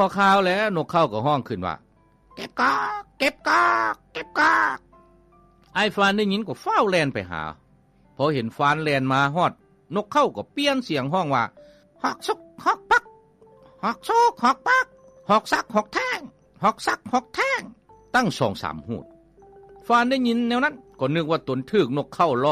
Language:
Lao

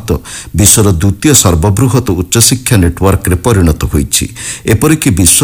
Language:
Odia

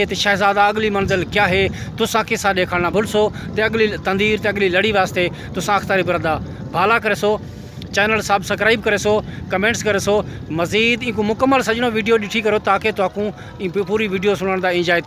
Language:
Saraiki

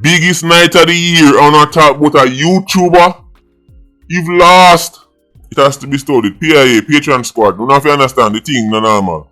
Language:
Jamaican Creole English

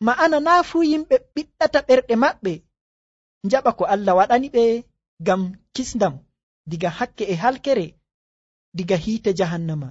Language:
Nigerian Fulfulde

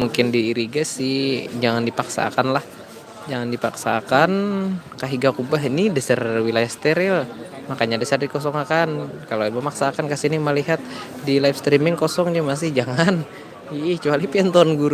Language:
Banjar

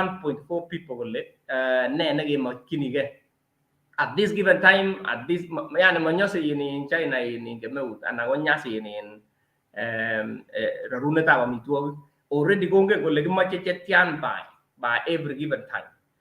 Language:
Kalenjin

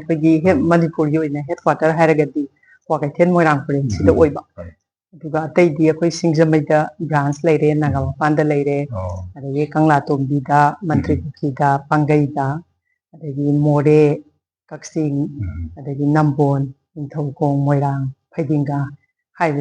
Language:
Manipuri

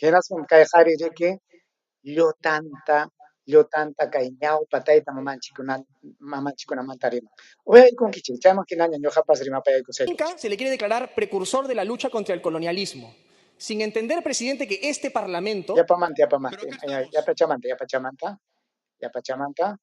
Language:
Ayacucho Quechua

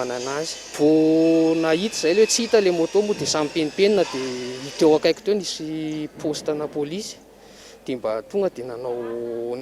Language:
Malagasy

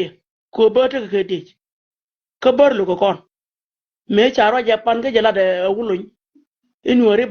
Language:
Nuer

